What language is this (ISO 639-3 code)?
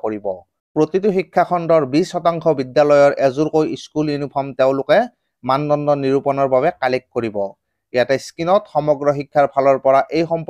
asm